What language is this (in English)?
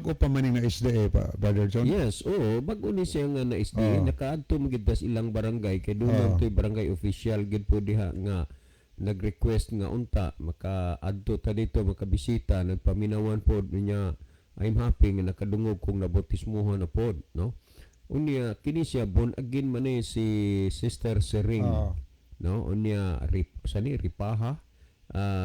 Cebuano